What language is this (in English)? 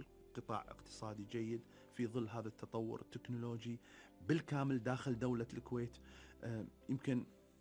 Arabic